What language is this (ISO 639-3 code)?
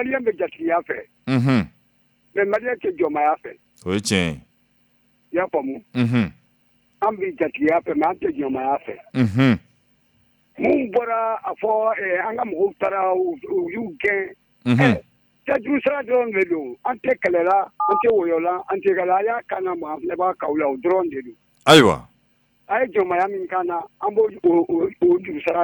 bam